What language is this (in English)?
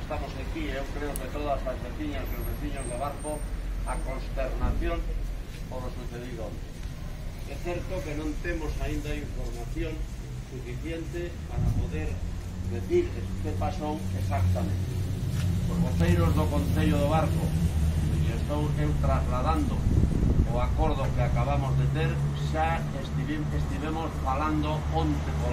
Galician